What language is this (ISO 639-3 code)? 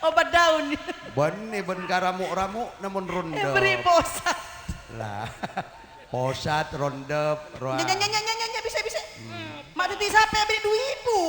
mad